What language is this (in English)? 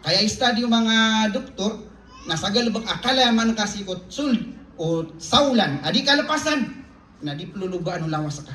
Maranao